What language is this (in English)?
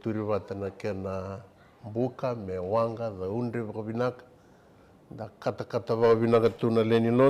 Fijian